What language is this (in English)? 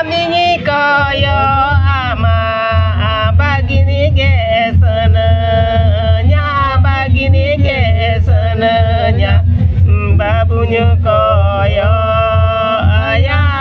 Santali